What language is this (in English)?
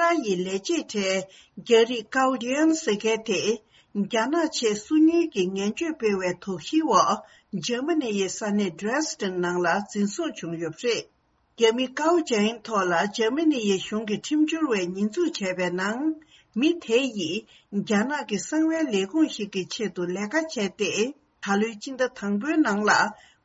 Tibetan